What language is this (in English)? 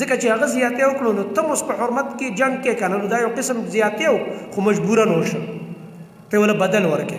Pashto